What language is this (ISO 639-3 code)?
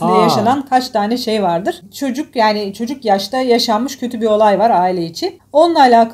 tur